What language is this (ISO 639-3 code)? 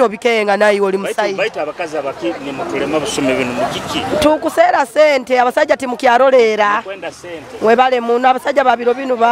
nyo